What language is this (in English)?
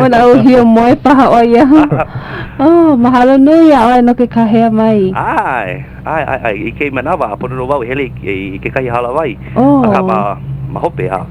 Hawaiian